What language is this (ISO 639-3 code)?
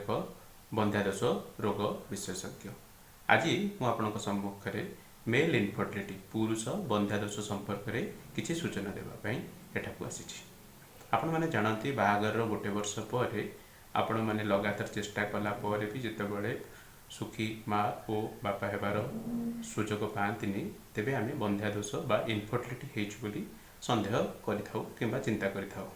ori